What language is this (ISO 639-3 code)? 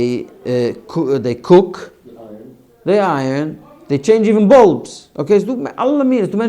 yid